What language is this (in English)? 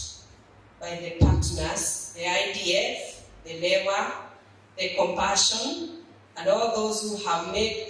Meru